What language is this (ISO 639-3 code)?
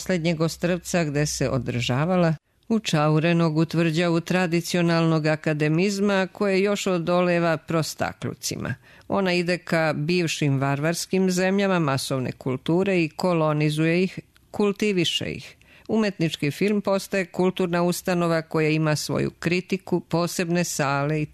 srp